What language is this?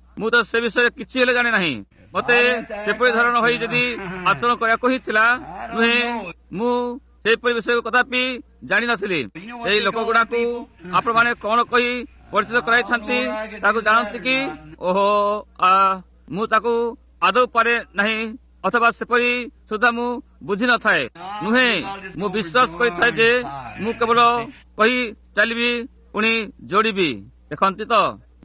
Odia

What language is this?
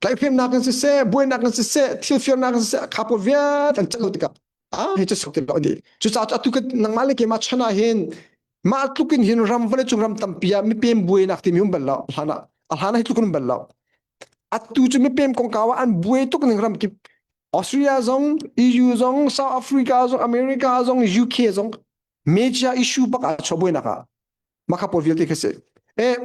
Hakha Chin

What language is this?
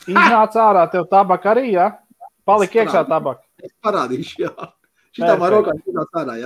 Latvian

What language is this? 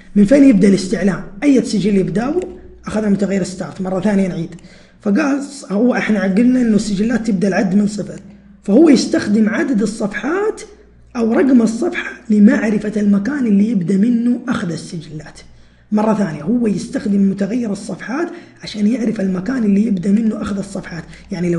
Arabic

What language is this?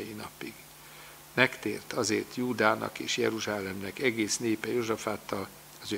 Hungarian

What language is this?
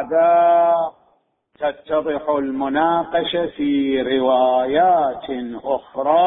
Mesopotamian Arabic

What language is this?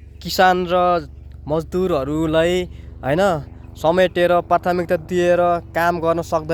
Nepali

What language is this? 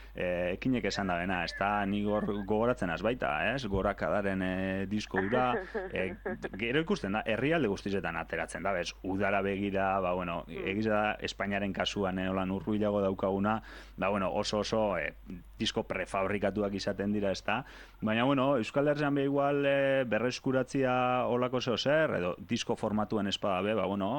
Basque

